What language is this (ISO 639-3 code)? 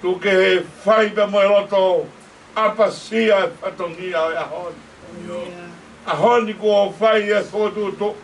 ton